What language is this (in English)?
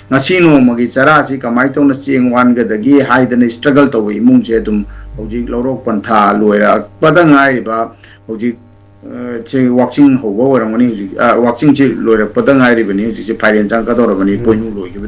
Manipuri